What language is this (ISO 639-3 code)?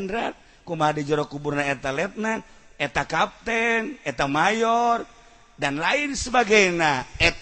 sun